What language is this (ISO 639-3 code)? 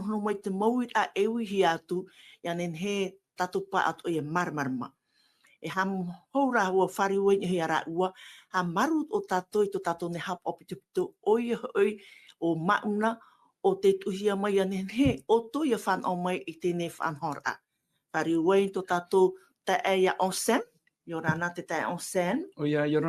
tah